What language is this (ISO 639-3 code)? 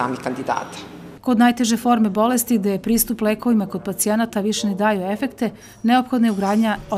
srp